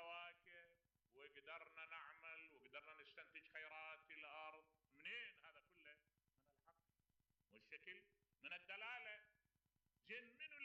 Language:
Mesopotamian Arabic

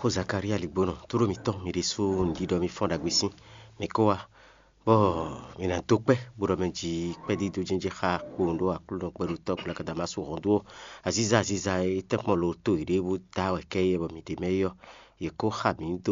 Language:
Fon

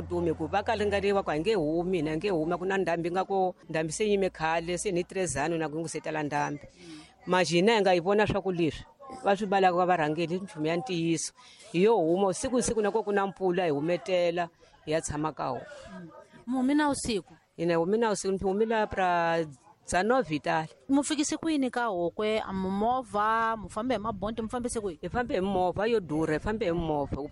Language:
Tsonga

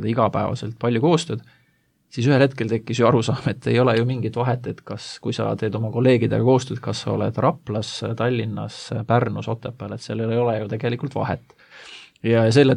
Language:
Estonian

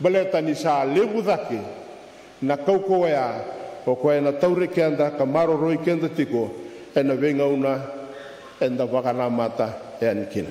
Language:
Fijian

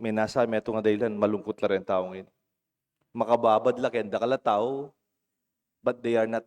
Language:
Pampanga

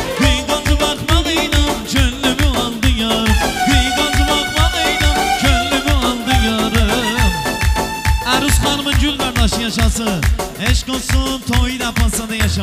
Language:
Turkish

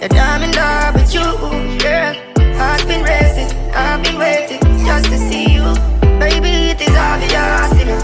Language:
Jamaican Creole English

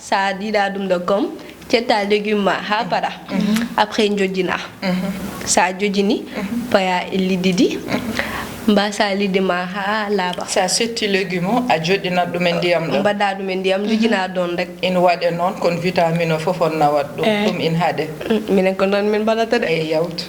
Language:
Fula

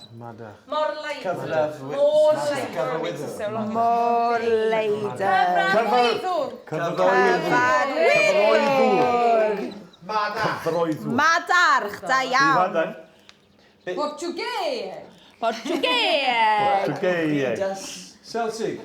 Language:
Welsh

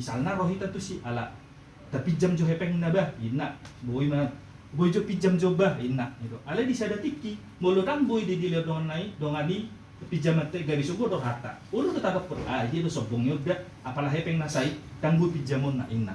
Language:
Batak Toba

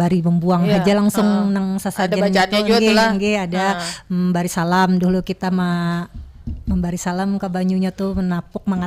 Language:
Banjar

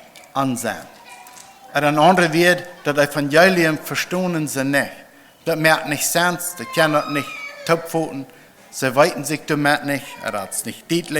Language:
Plautdietsch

